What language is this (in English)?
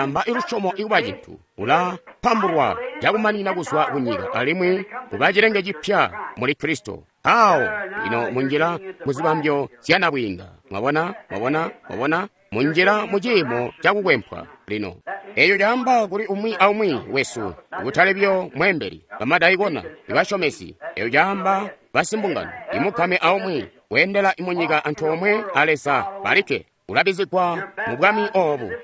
Tonga (Zambia)